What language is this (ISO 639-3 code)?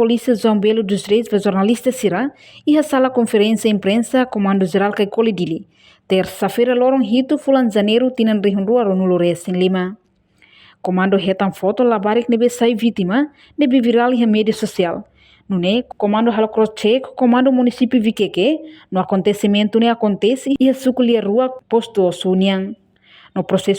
tet